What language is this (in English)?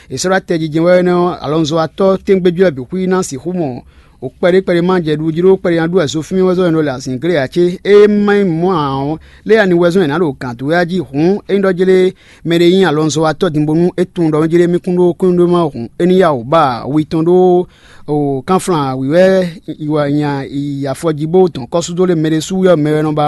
Fon